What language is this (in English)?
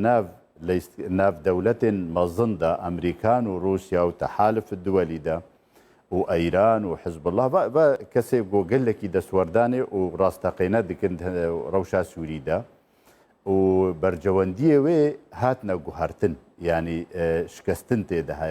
Kurdish